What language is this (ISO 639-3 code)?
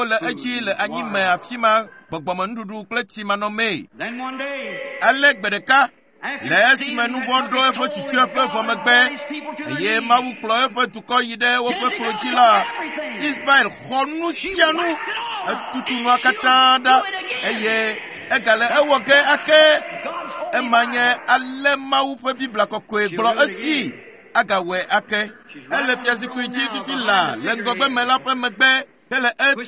ewe